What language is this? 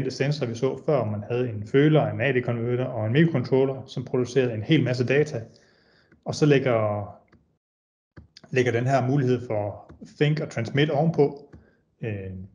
Danish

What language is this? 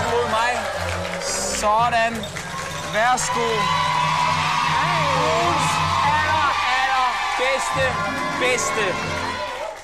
Danish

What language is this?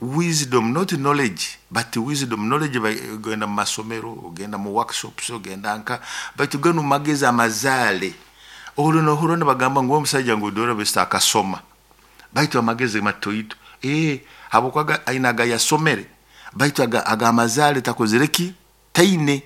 Nyoro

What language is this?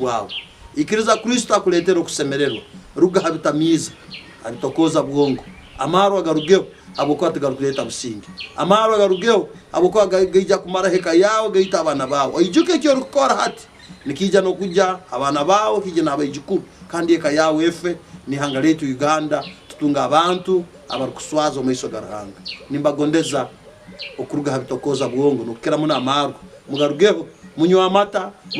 Nyankole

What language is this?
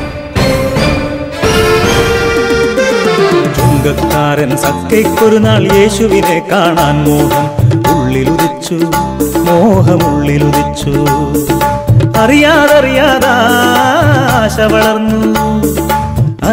Malayalam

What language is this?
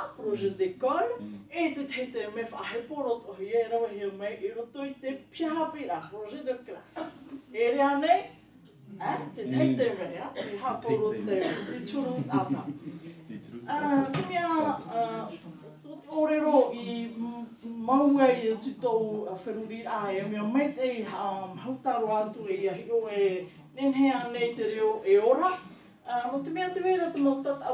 Tahitian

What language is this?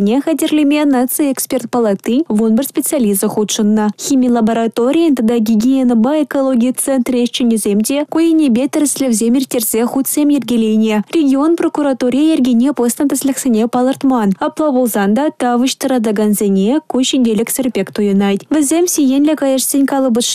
Chuvash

